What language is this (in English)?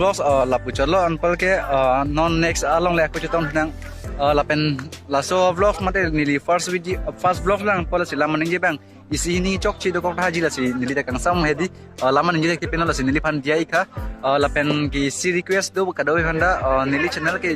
Karbi